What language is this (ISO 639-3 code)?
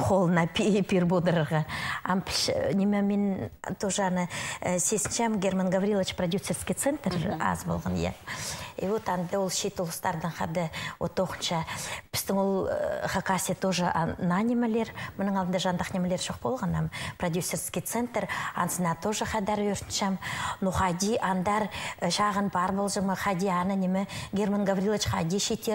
kjh